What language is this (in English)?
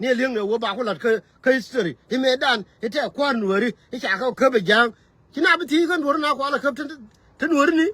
Nuer